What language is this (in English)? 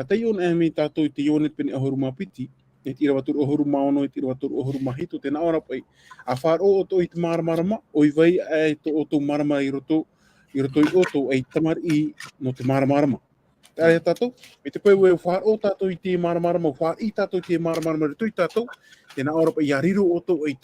Tahitian